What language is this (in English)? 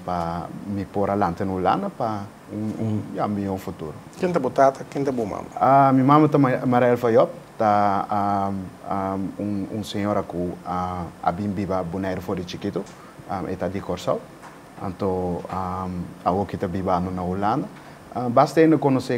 Papiamento